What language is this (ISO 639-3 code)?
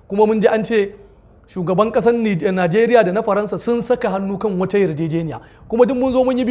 hau